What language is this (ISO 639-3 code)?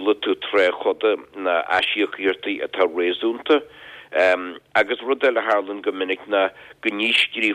gle